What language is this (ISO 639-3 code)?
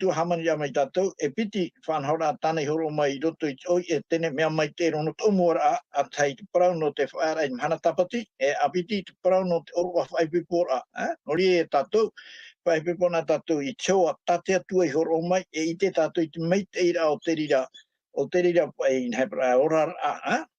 tah